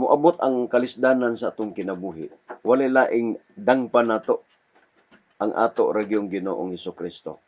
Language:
Cebuano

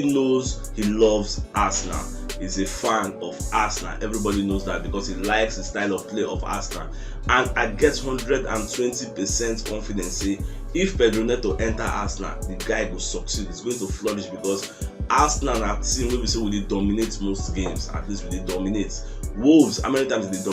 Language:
Nigerian Pidgin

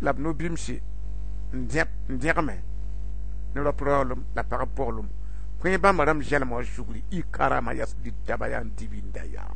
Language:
Mossi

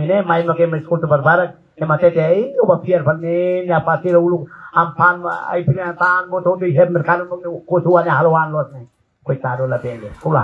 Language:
Tetum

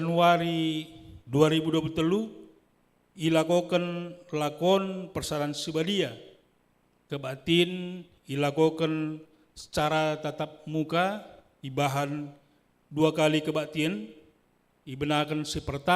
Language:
Batak Karo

